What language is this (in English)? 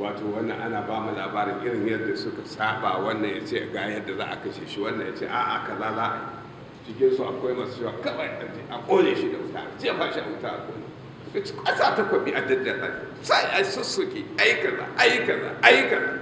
Hausa